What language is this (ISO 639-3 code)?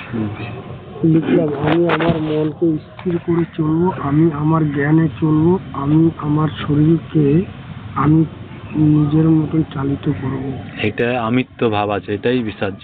ben